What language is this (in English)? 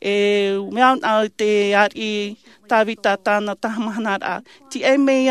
Tahitian